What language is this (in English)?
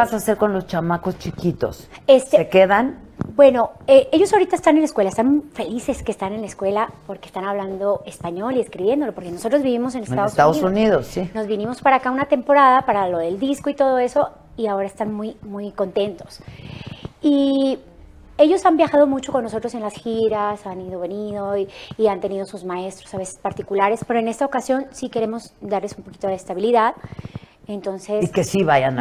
Spanish